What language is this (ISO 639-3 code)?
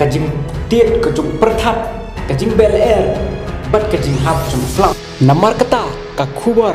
kha